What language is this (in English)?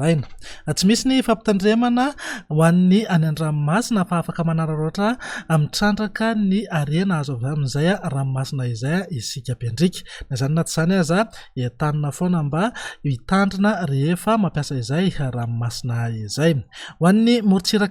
Malagasy